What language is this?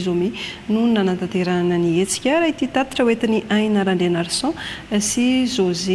Malagasy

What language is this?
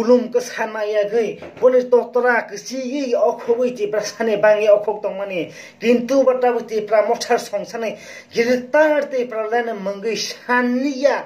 Kok Borok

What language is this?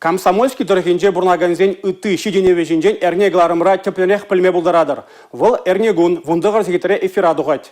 Chuvash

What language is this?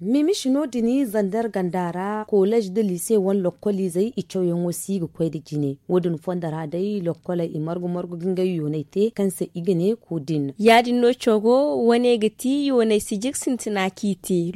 Zarma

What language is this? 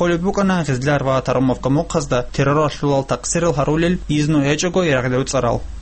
Avaric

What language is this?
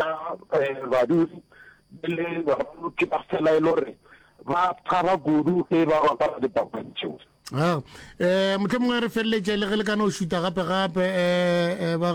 Northern Sotho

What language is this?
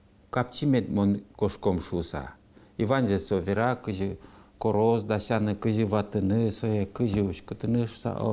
Udmurt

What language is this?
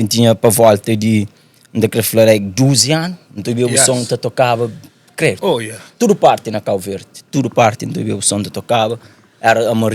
Kabuverdianu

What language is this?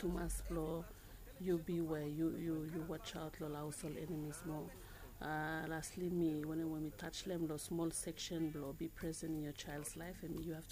Bislama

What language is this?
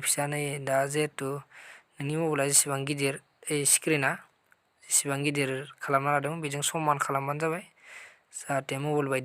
Bodo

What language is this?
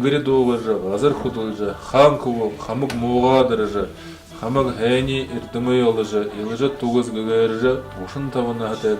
Buriat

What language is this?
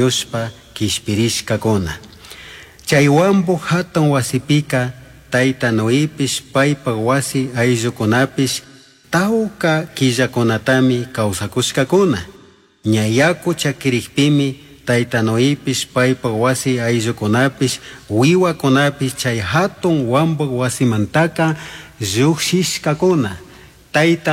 Chimborazo Highland Quichua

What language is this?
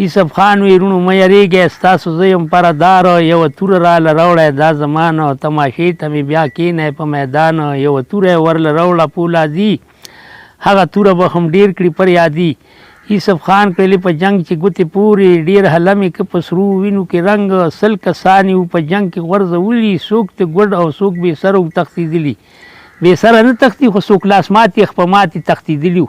Pashto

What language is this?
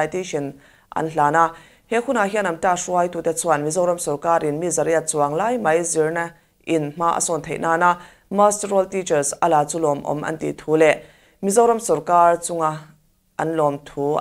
Mizo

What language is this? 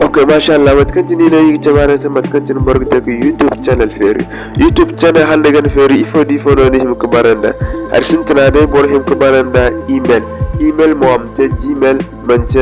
Zarma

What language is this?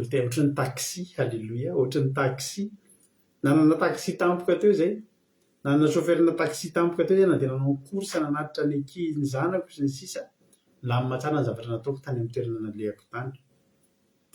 Malagasy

